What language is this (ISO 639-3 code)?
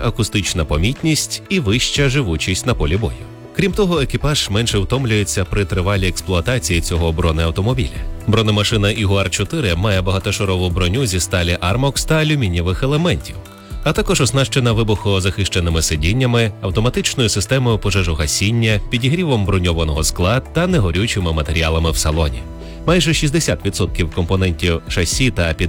ukr